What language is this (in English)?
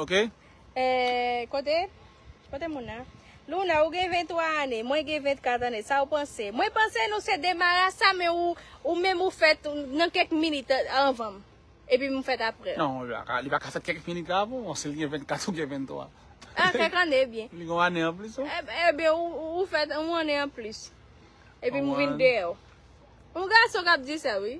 Haitian Creole